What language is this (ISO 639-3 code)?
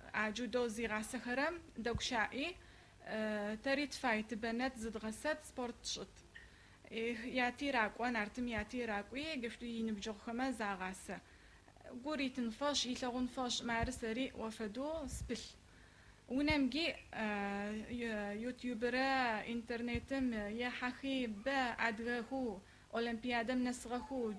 ady